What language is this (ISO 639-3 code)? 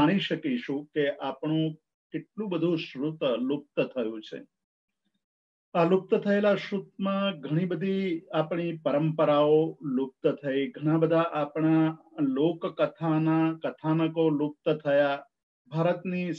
guj